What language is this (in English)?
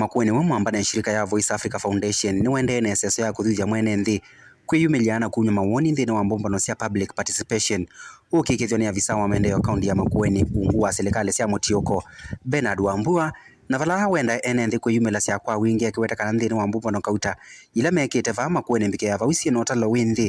Kamba